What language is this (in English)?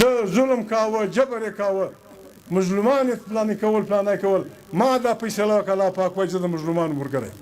Pashto